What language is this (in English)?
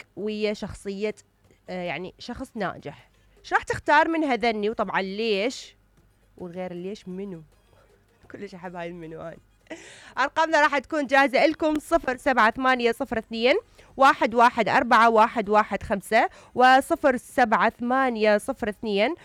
Mesopotamian Arabic